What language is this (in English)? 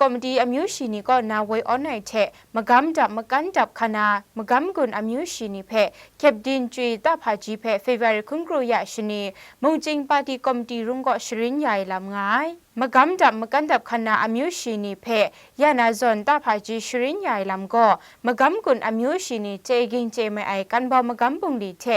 Kachin